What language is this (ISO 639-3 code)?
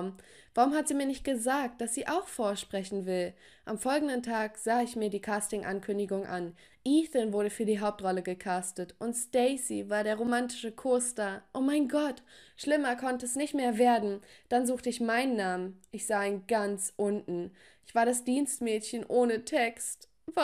deu